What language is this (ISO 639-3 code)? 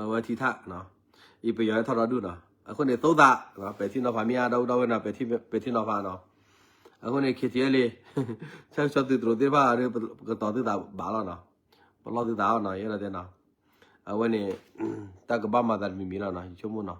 ksw